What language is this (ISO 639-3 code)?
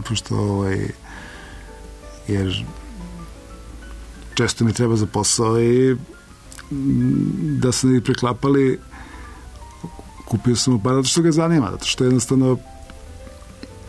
srp